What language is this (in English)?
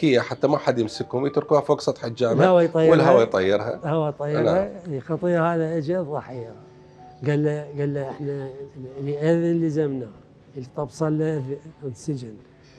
Mesopotamian Arabic